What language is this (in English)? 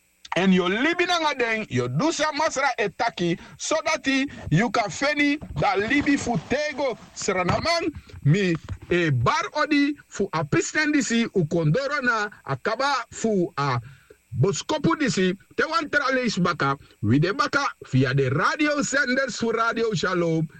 Sranan Tongo